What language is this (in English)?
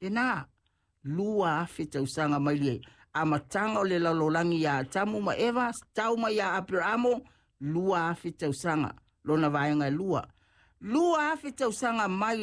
Samoan